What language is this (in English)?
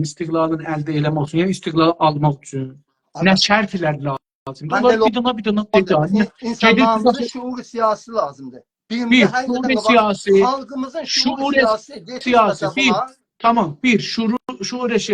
South Azerbaijani